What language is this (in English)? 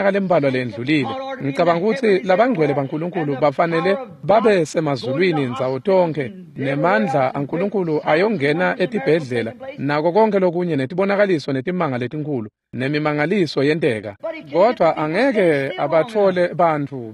Swati